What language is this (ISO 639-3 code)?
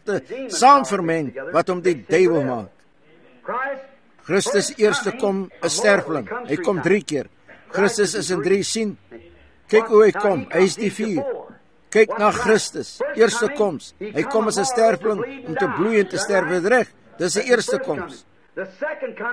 afr